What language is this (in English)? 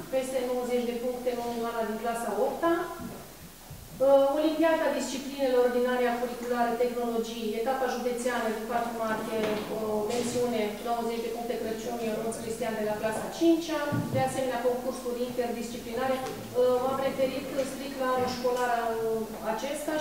Romanian